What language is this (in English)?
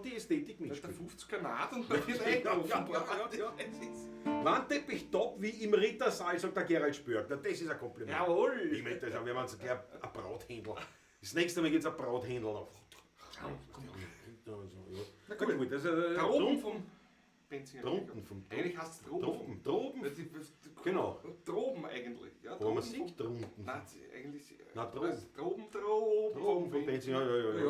Bavarian